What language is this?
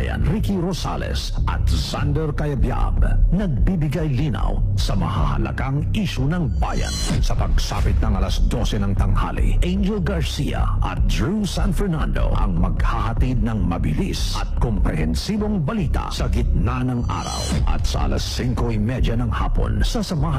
Filipino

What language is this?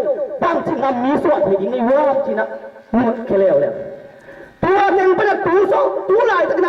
Tedim Chin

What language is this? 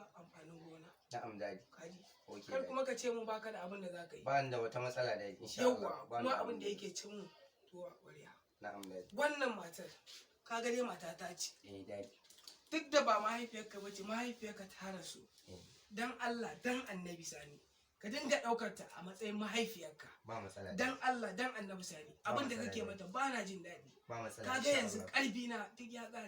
Hausa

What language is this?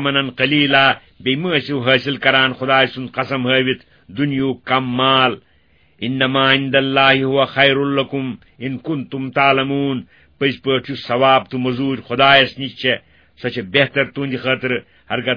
Kashmiri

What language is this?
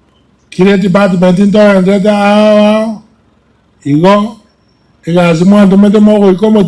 Gusii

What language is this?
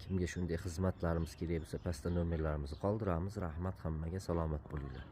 Uzbek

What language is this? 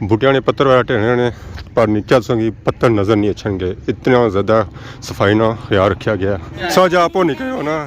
Pahari-Potwari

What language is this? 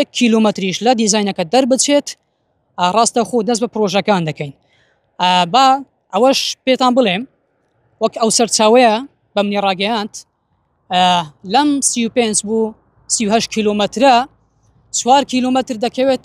Central Kurdish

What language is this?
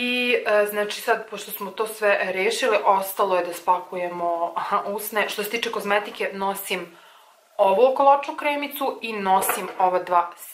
Serbian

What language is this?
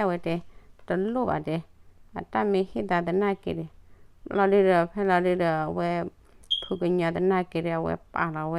S'gaw Karen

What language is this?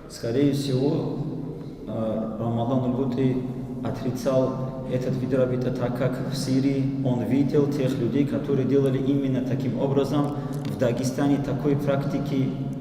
Avaric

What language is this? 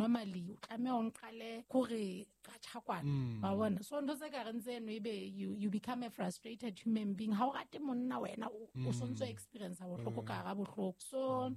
Southern Sotho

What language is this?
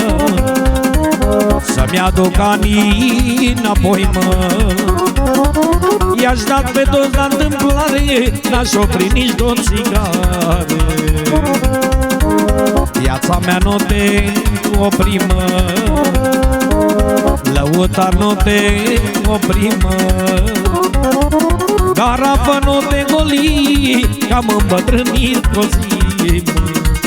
Romanian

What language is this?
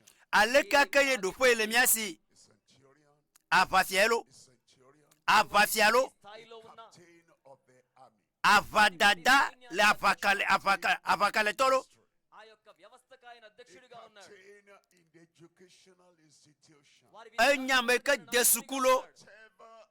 Ewe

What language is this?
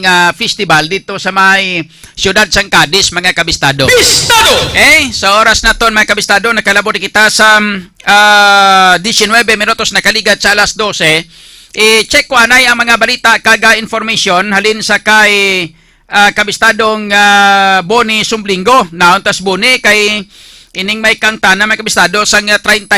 Hiligaynon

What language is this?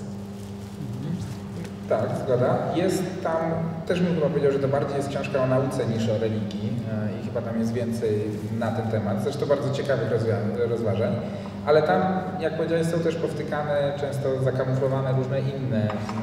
Polish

